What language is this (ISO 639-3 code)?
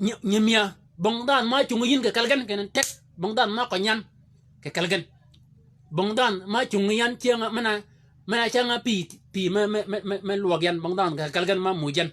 shk